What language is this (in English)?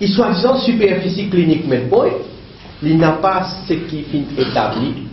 Morisyen